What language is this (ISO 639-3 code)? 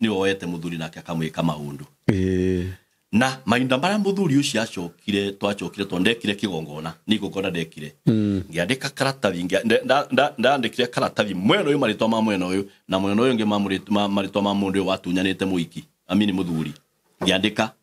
kik